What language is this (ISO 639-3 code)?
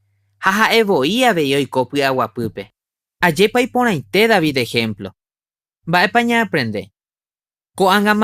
grn